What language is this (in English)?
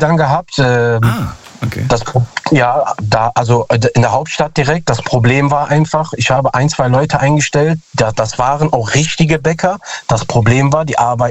German